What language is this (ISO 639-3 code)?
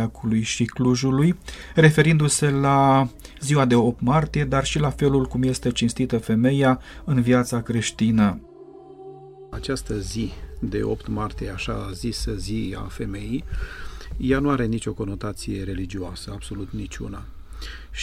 ron